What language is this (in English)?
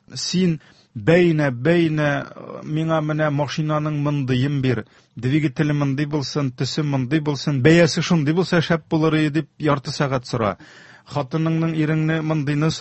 Tatar